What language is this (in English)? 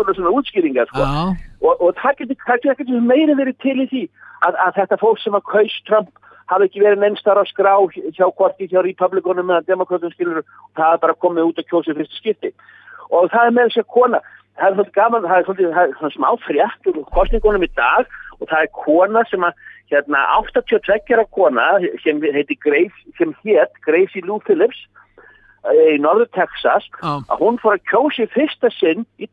Icelandic